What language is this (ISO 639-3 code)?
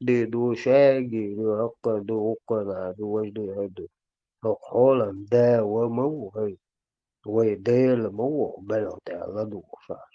che